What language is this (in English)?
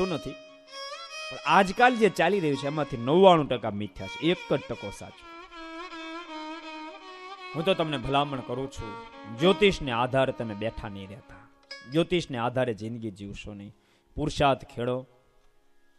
Gujarati